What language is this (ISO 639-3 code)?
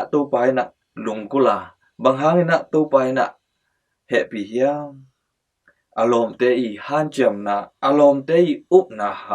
ctd